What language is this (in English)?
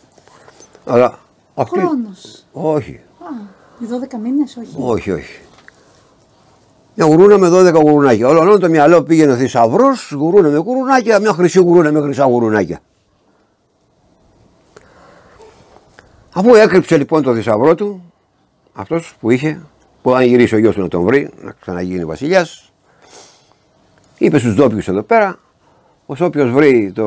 Greek